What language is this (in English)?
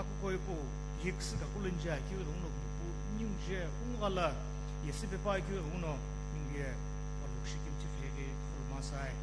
Sumi Naga